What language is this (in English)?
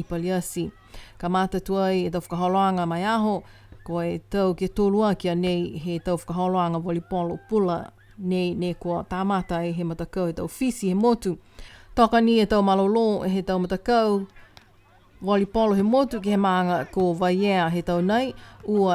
Niuean